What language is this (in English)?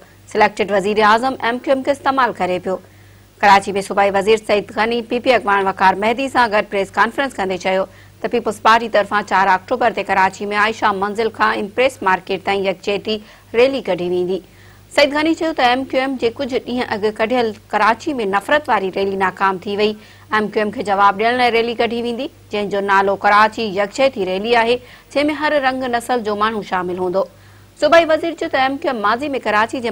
Sindhi